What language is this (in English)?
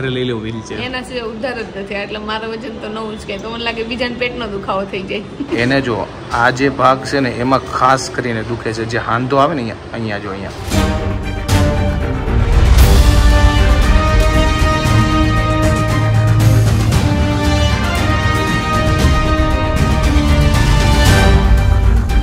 Gujarati